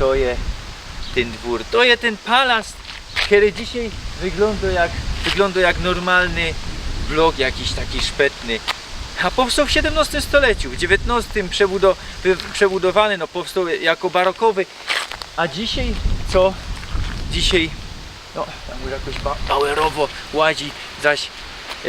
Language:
Silesian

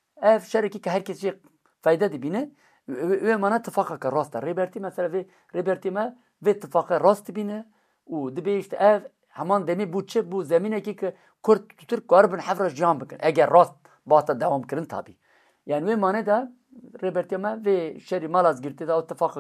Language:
Kurdish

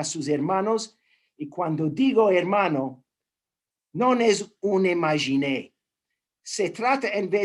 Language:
Ladino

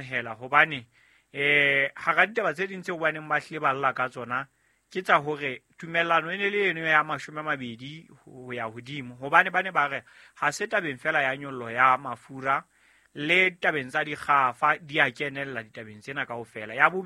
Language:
Southern Sotho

